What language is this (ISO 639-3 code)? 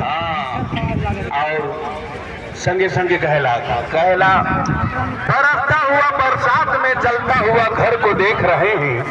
sck